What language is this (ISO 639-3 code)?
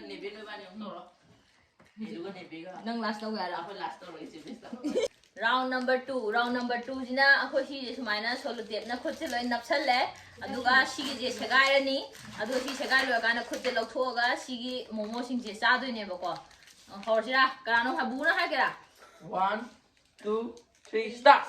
mni